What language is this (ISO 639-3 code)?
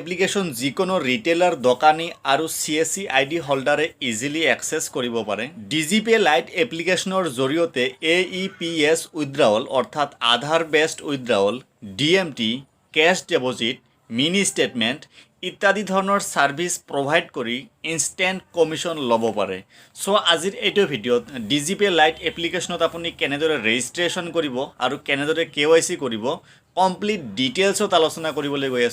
asm